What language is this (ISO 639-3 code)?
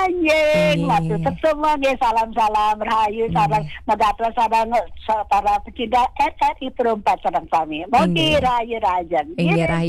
ban